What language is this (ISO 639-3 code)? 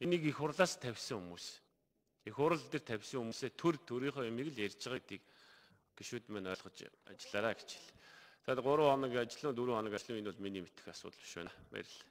mon